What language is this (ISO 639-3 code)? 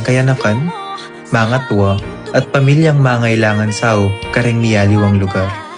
pam